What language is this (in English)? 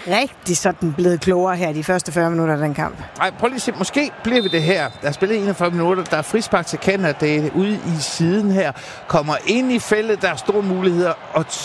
Danish